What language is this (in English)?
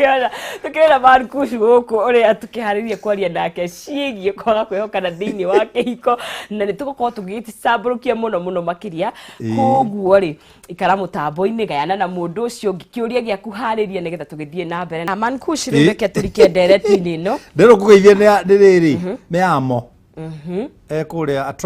Kikuyu